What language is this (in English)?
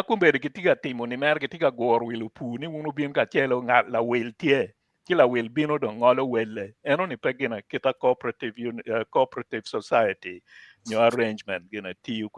Acoli